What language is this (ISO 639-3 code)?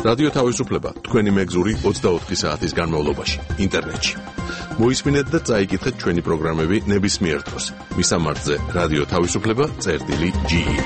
kat